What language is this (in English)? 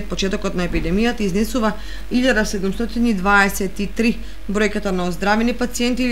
Macedonian